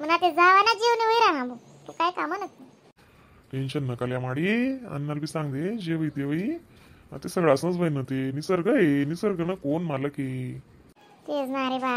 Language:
Khandesi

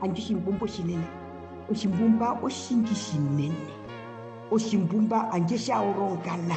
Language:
Herero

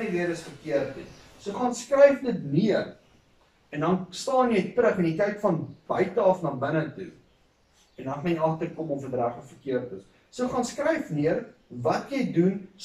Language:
Afrikaans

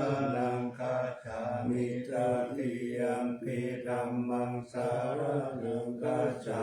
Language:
Pali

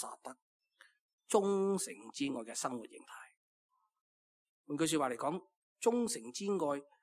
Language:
Cantonese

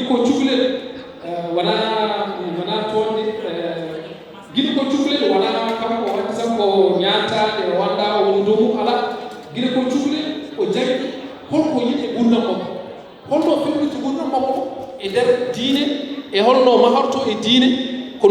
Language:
Fula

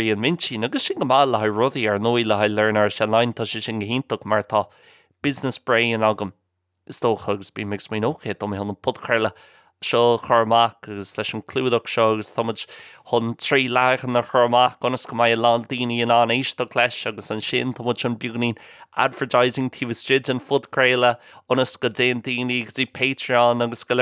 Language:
Irish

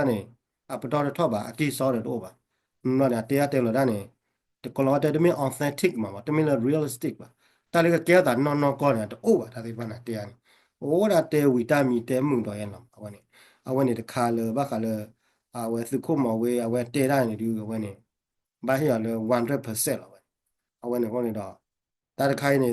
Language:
S'gaw Karen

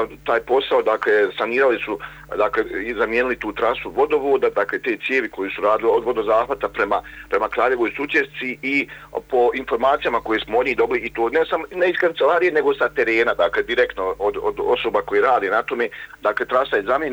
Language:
Bosnian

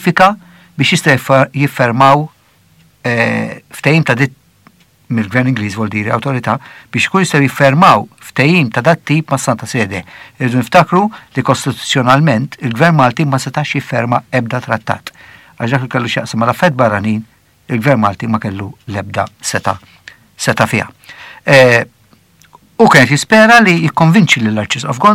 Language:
Maltese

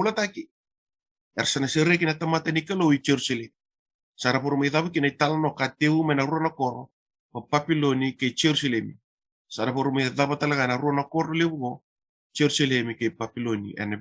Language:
Fijian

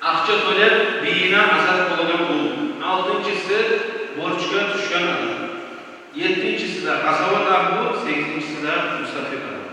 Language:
Kumyk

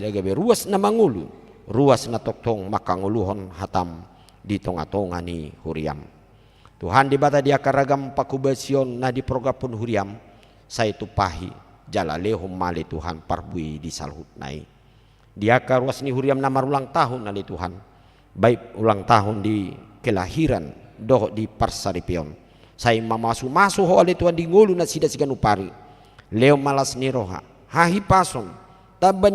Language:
Batak Toba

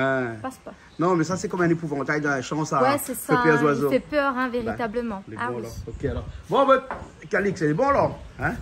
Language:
French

